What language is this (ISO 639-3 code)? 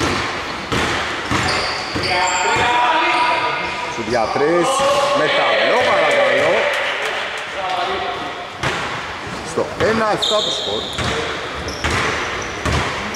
ell